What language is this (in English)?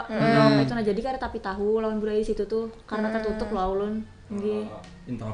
Banjar